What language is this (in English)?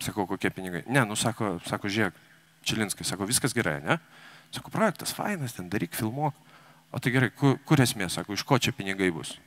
Lithuanian